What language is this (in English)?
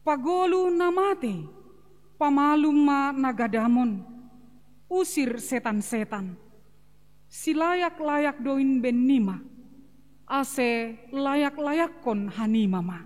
Batak Simalungun